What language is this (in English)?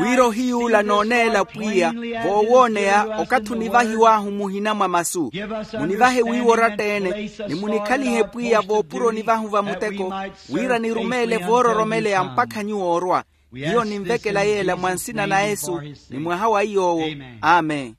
Makhuwa